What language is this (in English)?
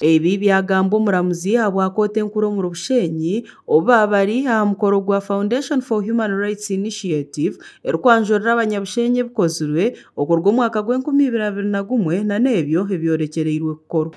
Nyankole